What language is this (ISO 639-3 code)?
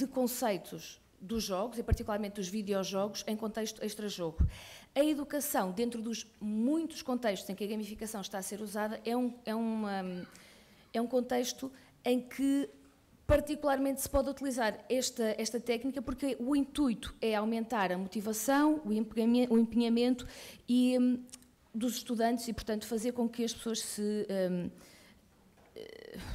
por